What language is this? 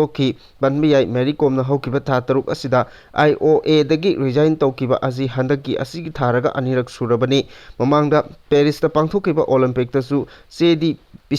Manipuri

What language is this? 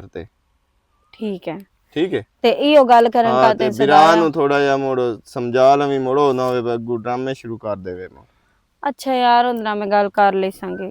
Western Panjabi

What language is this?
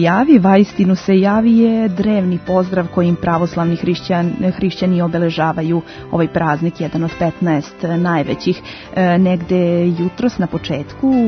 Serbian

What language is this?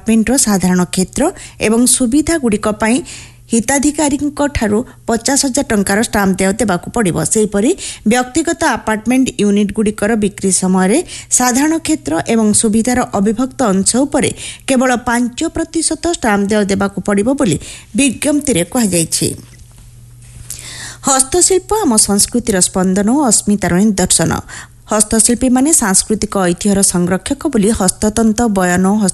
Odia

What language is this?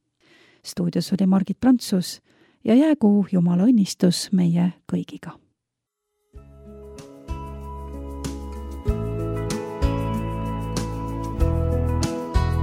Estonian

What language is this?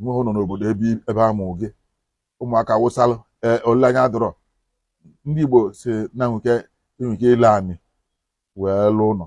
Igbo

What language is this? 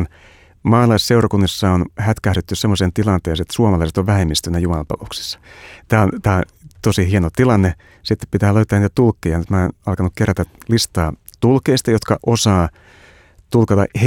Finnish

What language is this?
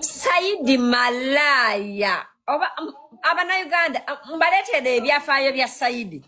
Ganda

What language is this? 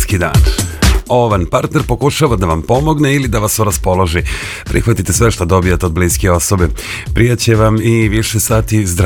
Serbian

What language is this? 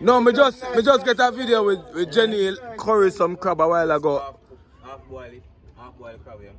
Jamaican Creole English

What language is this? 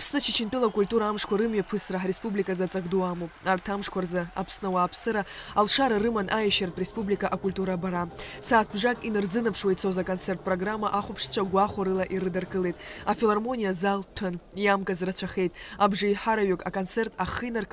Abkhazian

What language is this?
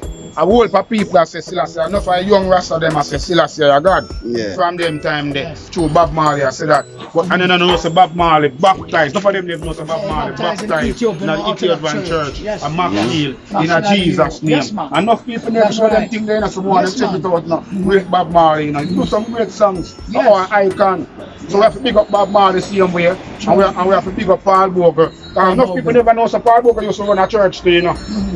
Jamaican Creole English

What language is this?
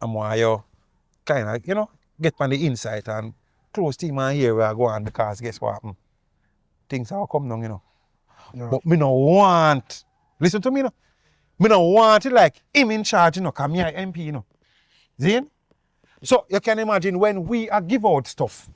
Jamaican Creole English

